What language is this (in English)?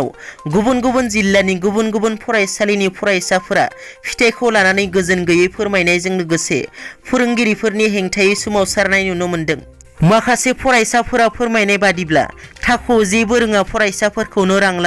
Bodo